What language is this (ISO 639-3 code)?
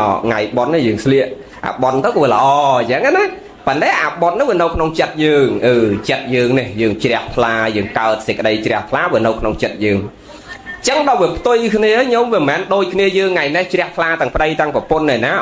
khm